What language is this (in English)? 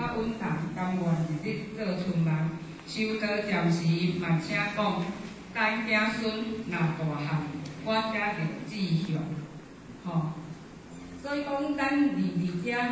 Min Nan Chinese